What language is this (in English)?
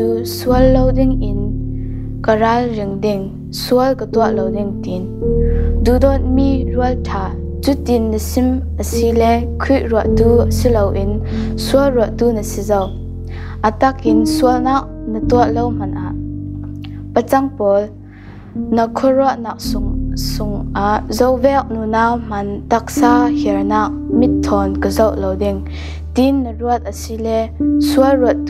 Falam Chin